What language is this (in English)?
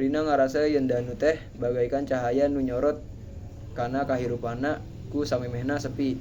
Sundanese